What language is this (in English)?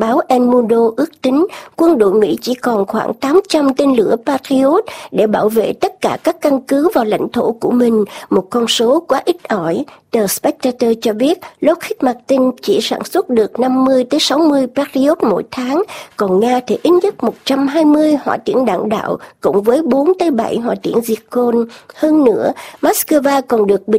Vietnamese